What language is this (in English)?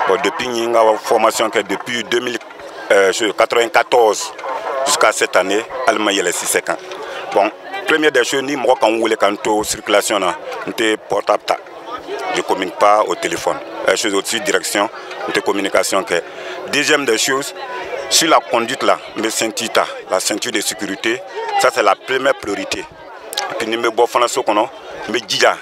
Bambara